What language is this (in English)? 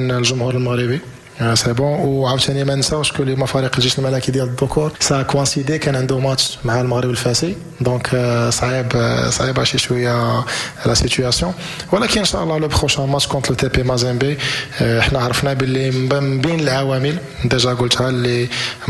Moroccan Arabic